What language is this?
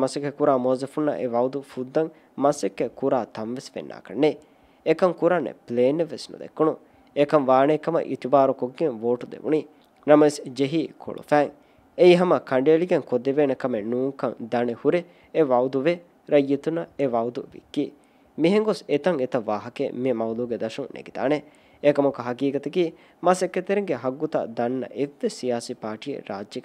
Divehi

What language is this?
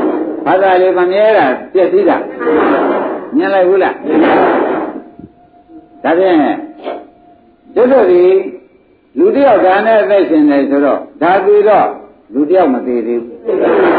Burmese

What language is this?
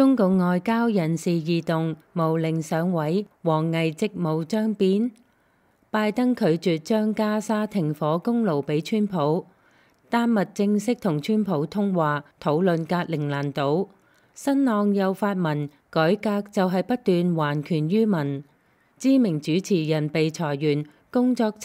Cantonese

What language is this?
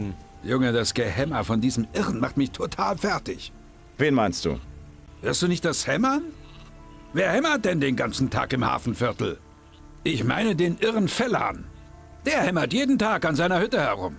Bavarian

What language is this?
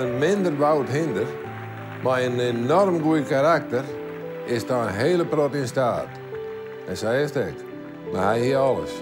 Western Frisian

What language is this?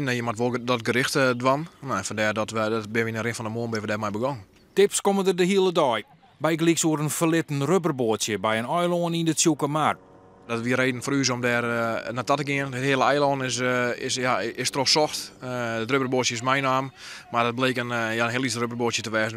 Western Frisian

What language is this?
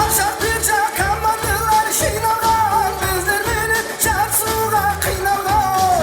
Kara-Kalpak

